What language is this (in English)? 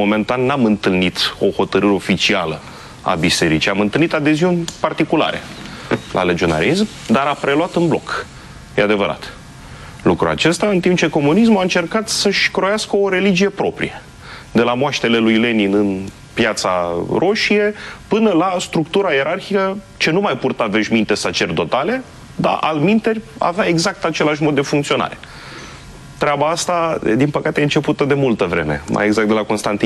Romanian